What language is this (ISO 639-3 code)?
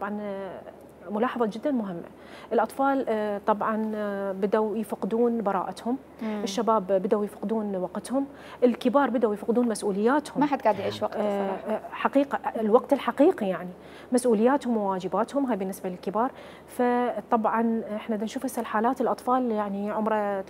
acm